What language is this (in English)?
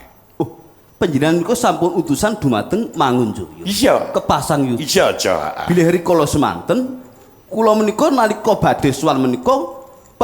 Javanese